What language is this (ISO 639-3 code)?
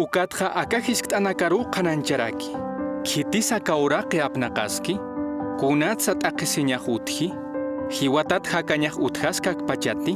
aym